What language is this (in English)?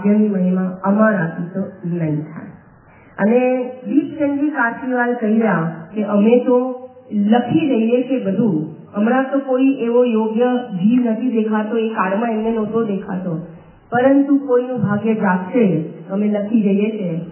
Gujarati